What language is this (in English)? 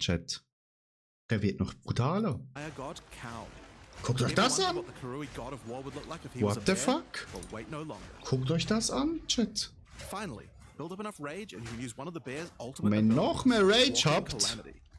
Swiss German